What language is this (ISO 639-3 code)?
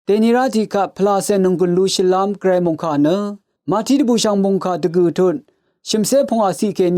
raw